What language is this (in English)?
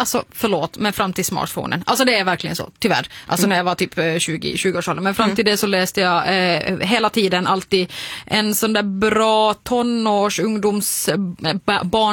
Swedish